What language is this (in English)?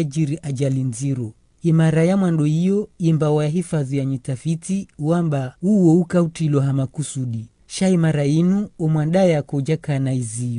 Ngazidja Comorian